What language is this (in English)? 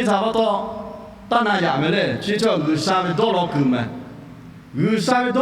Lahu